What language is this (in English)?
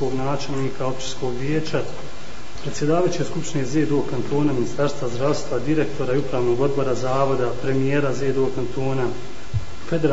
Bosnian